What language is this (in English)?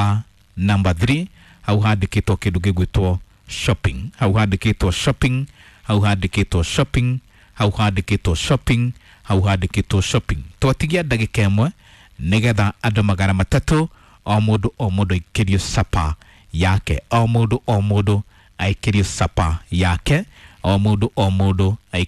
Kikuyu